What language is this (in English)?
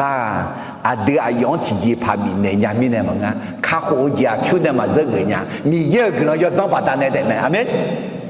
Akha